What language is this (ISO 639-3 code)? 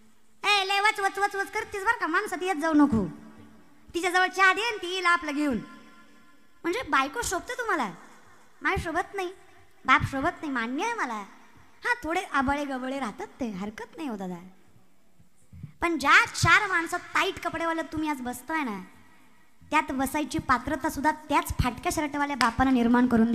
mar